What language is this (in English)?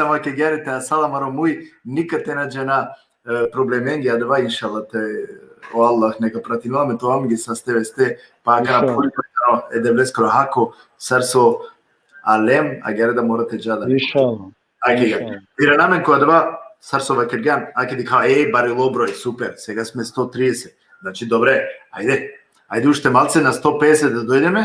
Balkan Romani